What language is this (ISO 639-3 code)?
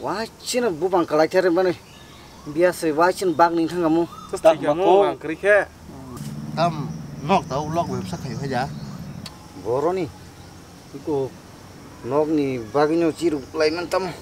trp